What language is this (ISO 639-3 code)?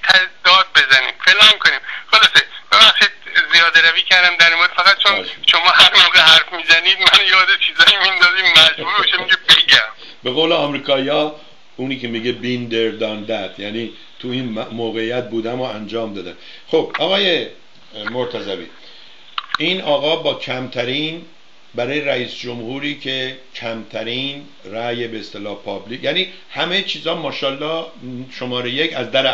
fas